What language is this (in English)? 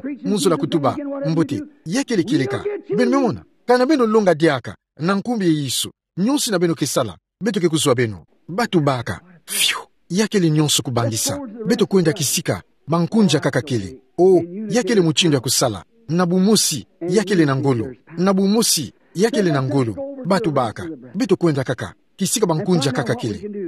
Kituba (Democratic Republic of Congo)